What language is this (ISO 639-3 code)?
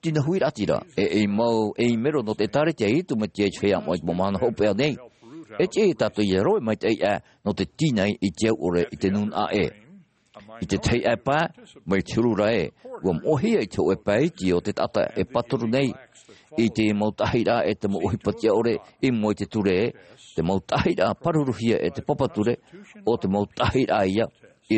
tah